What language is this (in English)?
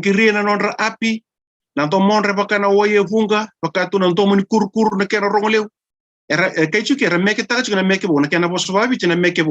Fijian